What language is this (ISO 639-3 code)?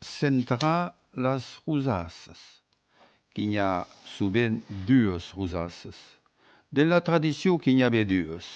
oci